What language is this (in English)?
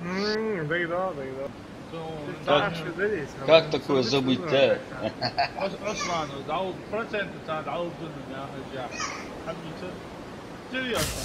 Ingush